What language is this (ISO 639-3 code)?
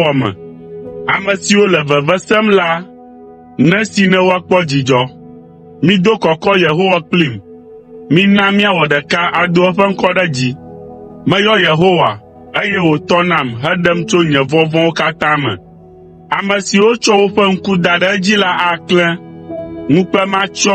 ewe